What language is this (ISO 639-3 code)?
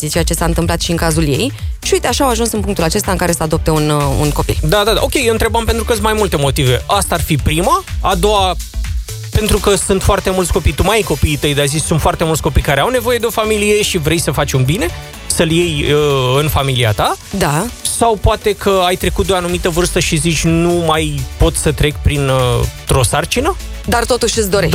ron